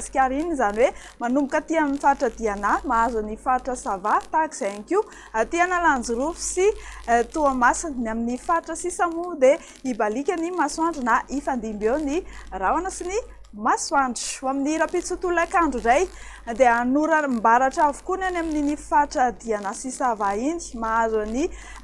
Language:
Malagasy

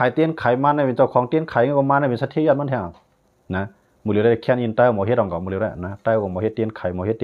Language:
Shan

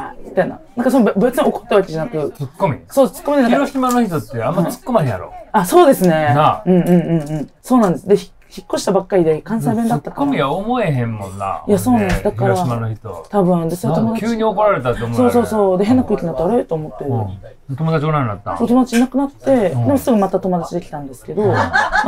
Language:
Japanese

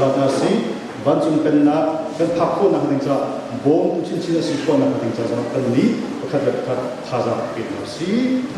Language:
Hakha Chin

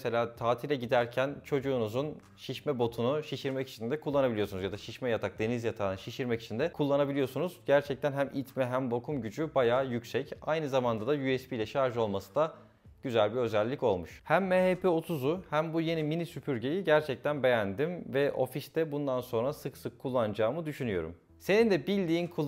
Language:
Turkish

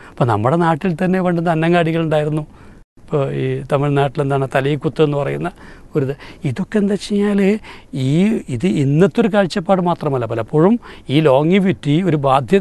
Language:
Malayalam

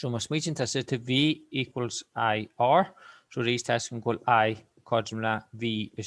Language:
Irish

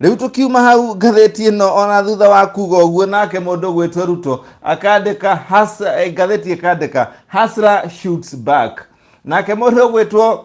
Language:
Kikuyu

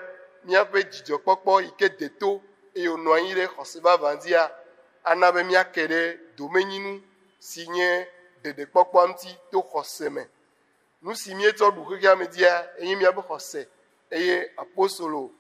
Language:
Ewe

